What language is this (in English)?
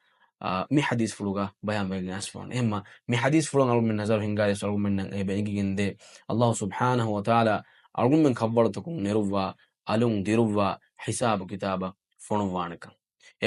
Divehi